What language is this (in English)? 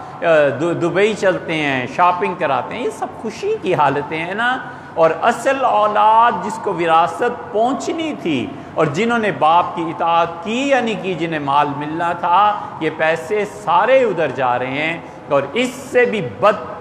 Urdu